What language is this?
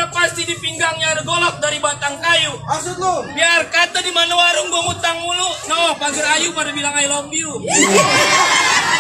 Betawi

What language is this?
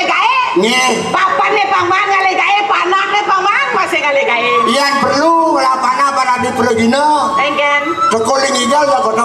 Balinese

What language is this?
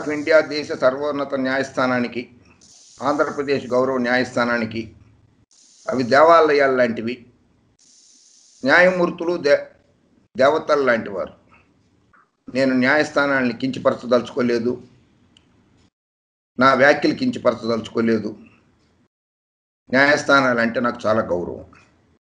Telugu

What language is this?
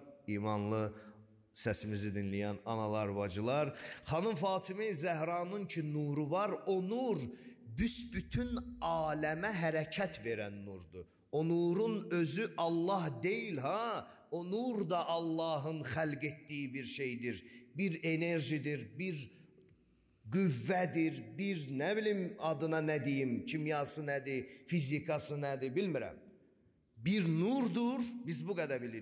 Azerbaijani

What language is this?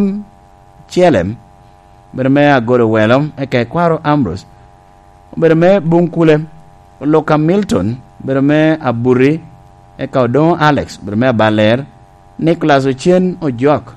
Lango (Uganda)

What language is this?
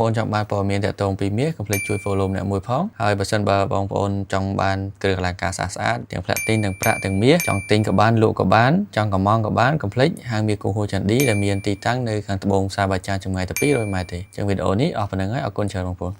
Khmer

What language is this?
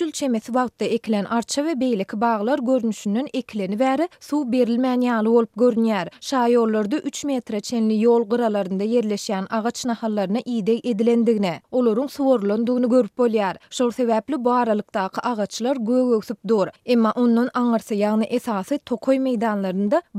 Turkmen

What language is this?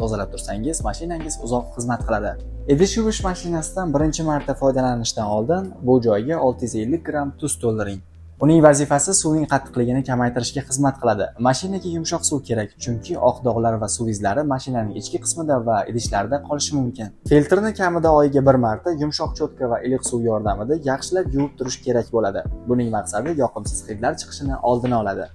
Uzbek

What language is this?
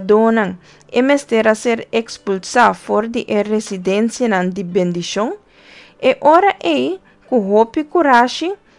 Papiamento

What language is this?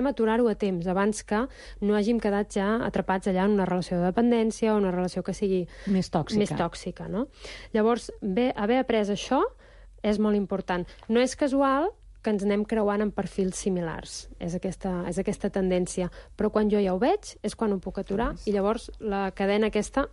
Catalan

